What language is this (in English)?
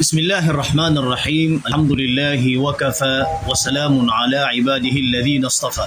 Maranao